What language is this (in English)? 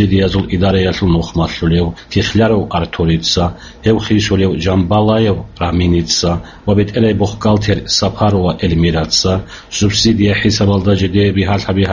Avaric